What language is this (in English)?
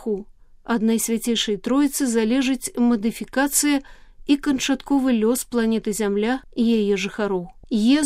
Belarusian